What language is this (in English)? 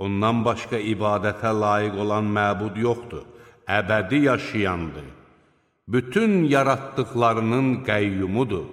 Azerbaijani